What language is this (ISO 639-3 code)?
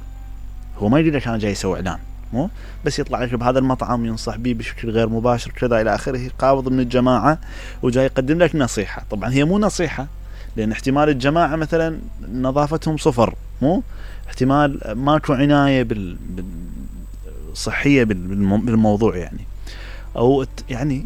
acm